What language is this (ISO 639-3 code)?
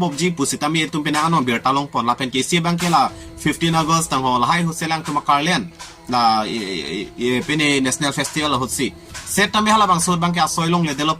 mjw